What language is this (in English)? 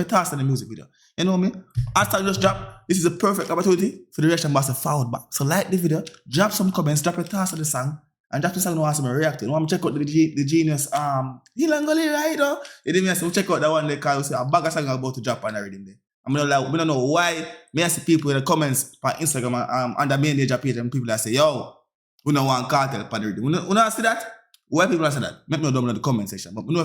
Jamaican Creole English